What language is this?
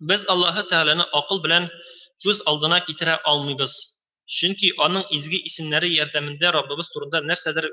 Tatar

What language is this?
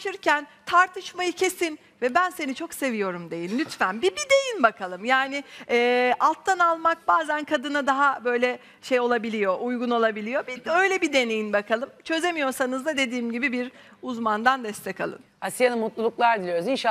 Turkish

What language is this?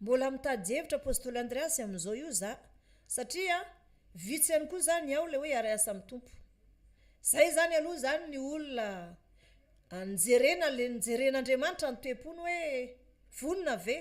Malagasy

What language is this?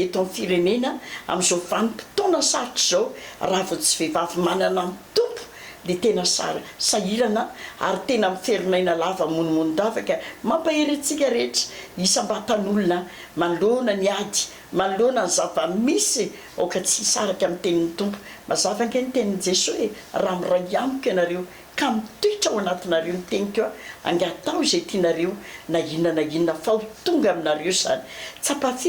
Malagasy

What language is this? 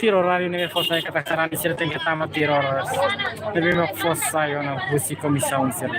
Tetum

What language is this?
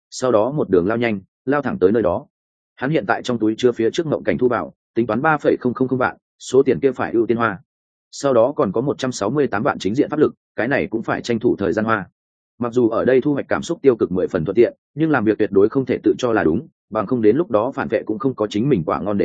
Vietnamese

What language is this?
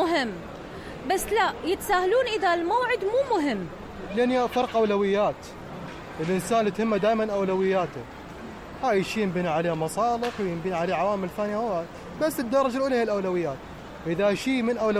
Mesopotamian Arabic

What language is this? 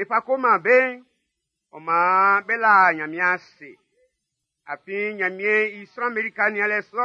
Baoulé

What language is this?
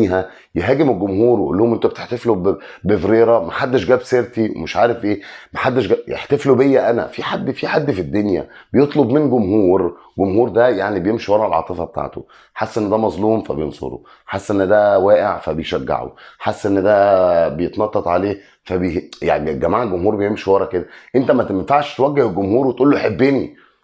Egyptian Arabic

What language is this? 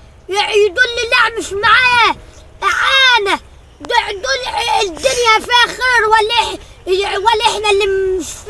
Egyptian Arabic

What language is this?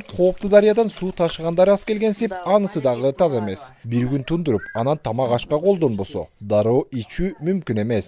Kyrgyz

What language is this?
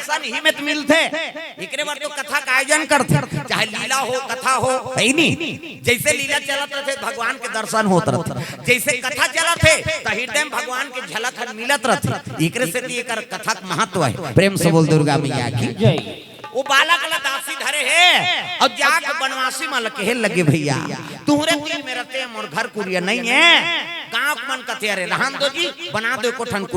Chhattisgarhi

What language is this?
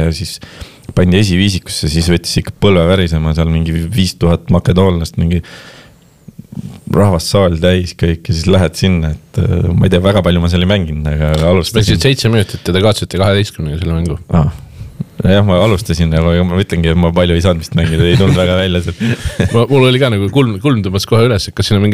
Estonian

